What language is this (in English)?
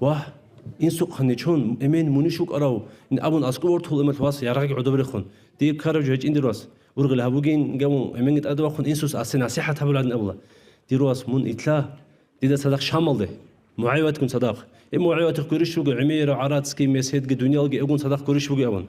Avaric